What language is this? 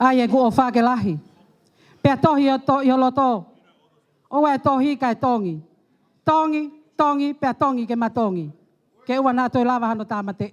Tongan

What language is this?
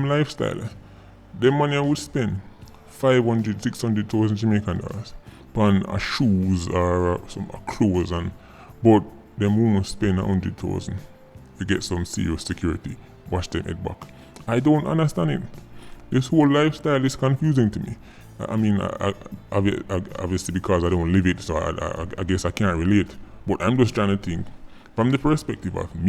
Jamaican Creole English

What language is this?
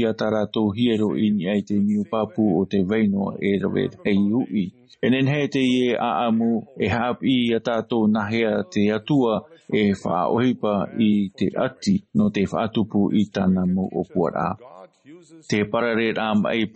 Tahitian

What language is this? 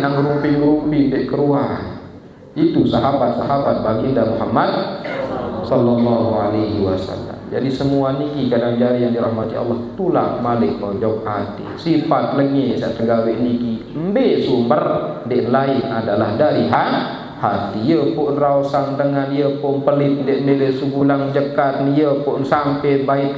Sasak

